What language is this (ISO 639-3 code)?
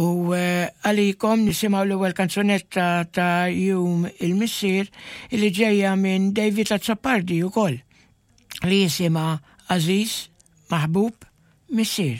mlt